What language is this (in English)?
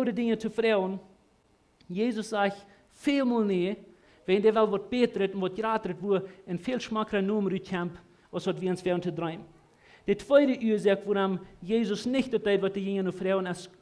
Plautdietsch